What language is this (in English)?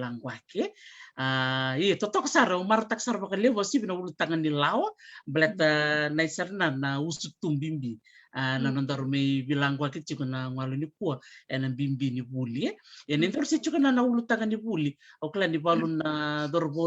Fijian